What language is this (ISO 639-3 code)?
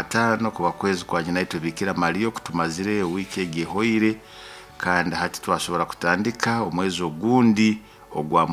nyo